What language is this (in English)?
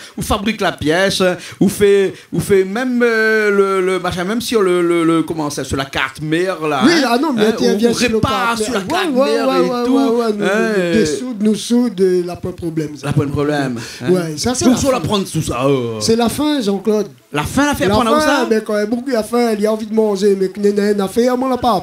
Réunion Creole French